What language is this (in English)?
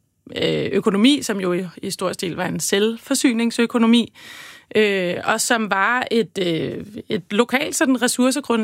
Danish